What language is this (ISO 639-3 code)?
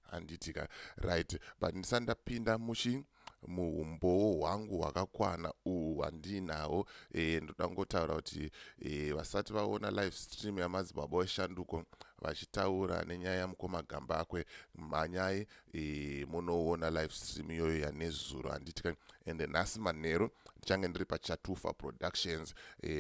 sna